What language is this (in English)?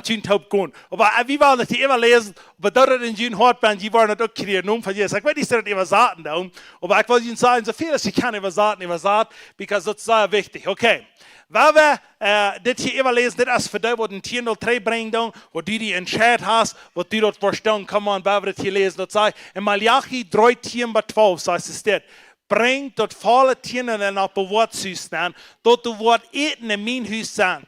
Plautdietsch